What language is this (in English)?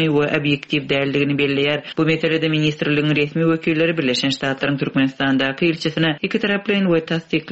Turkmen